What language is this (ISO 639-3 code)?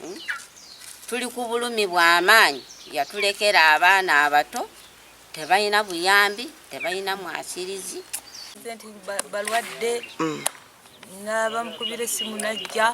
lug